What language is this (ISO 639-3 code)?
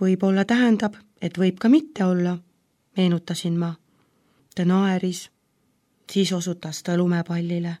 est